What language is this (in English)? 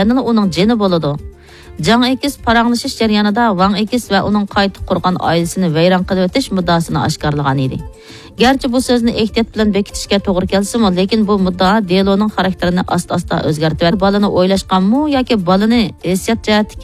Uyghur